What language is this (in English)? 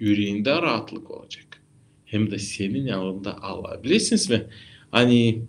Gagauz